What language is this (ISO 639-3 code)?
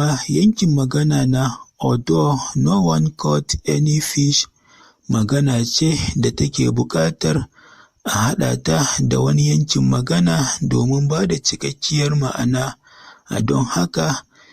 hau